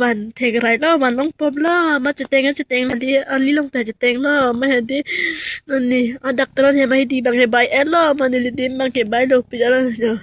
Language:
Karbi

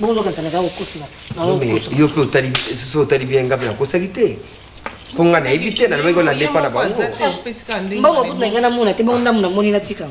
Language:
Lingala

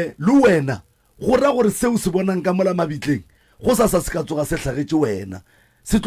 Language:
Northern Sotho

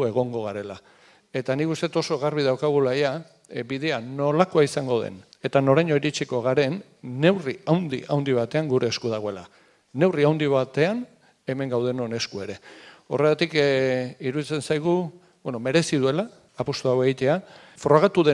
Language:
Basque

